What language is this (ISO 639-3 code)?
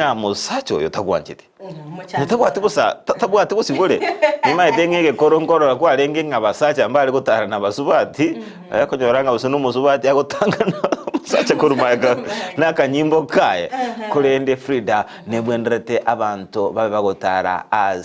guz